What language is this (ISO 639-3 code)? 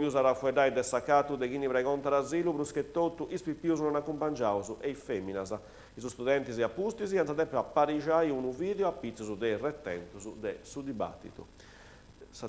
srd